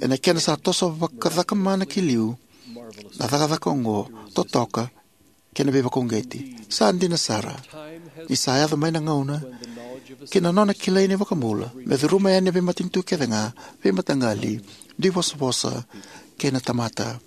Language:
Fijian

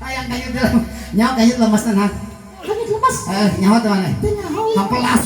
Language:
Sundanese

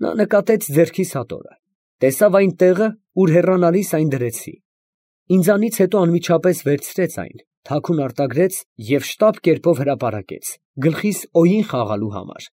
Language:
Armenian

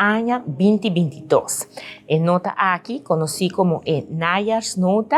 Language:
Papiamento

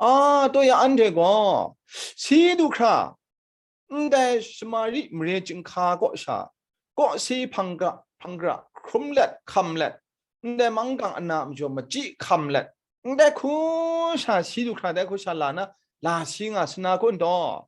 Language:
Kachin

